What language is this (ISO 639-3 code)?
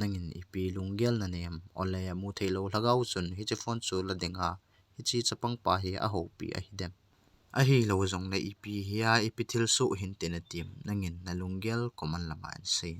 tcz